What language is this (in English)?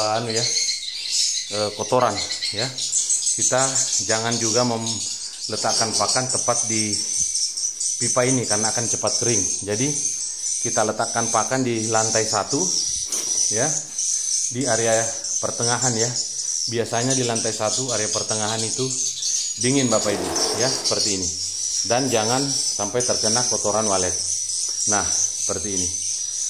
Indonesian